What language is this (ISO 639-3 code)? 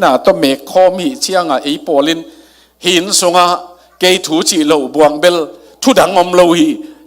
ctd